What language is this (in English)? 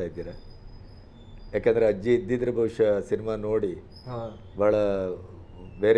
Kannada